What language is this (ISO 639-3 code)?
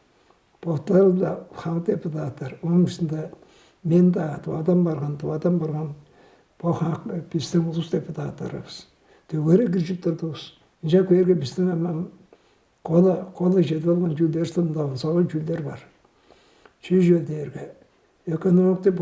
tyv